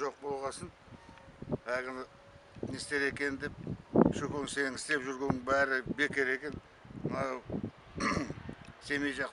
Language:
Kazakh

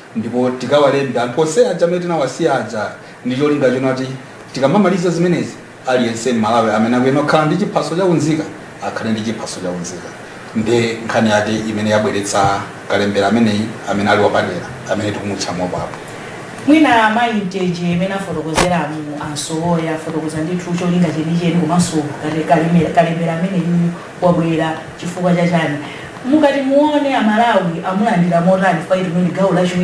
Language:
Nyanja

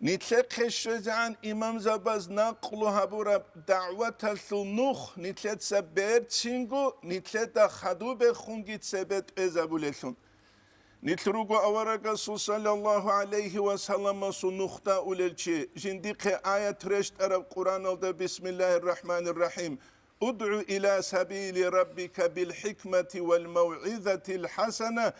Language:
Avaric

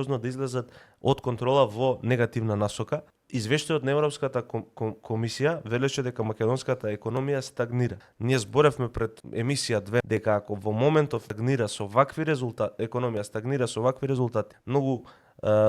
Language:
Macedonian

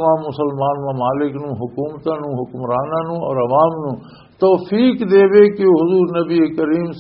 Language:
Western Panjabi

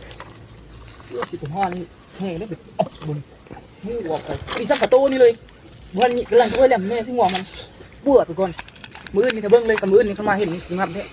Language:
Northeastern Thai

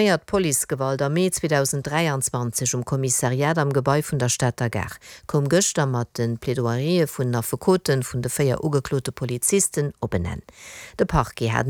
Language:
Luxembourgish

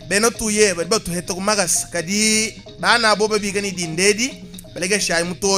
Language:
Luba-Lulua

